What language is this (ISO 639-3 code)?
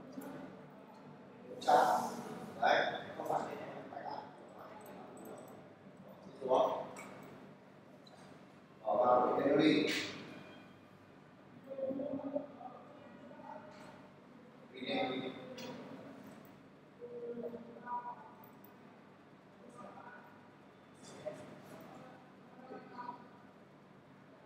vie